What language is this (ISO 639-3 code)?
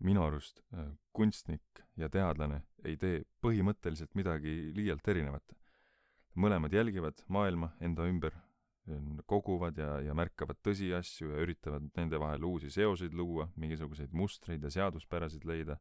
est